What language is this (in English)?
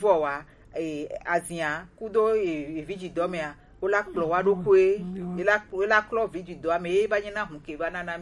Gen